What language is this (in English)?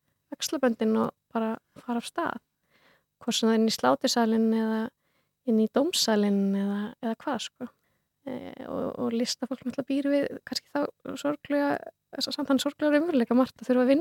Icelandic